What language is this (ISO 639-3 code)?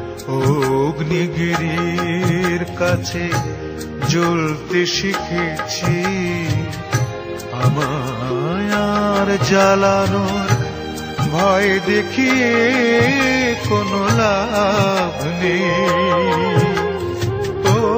ben